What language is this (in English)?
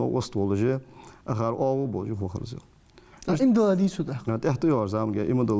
Ingush